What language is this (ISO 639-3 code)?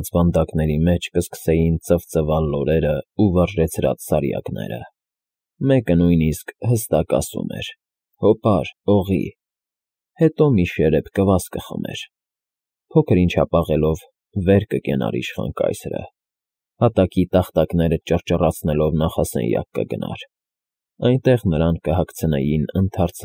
hye